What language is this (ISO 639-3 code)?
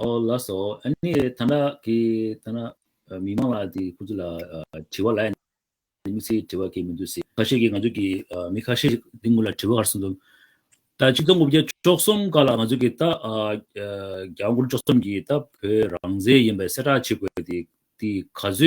bod